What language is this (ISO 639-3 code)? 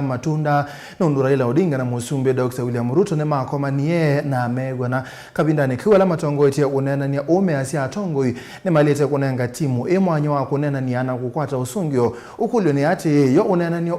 kam